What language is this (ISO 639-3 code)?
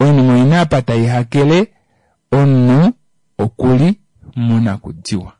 kua